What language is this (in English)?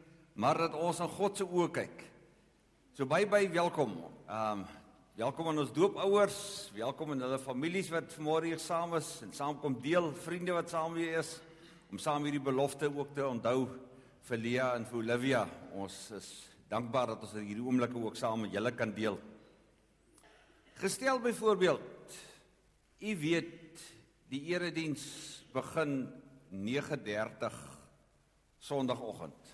Afrikaans